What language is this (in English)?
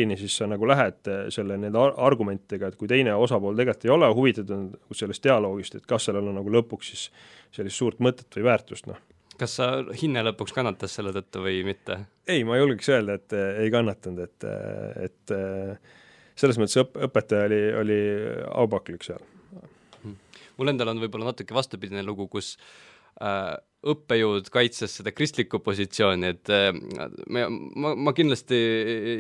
Estonian